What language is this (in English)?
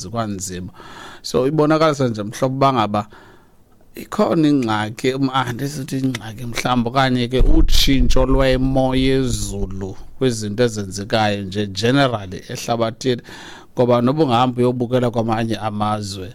Xhosa